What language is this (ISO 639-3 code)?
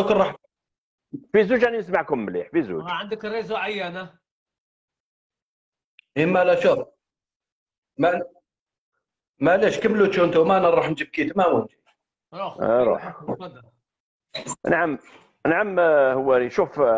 arq